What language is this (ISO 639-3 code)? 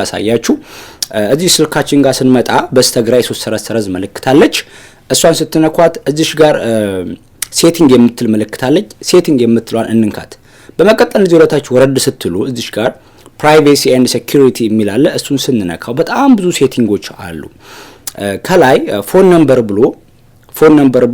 amh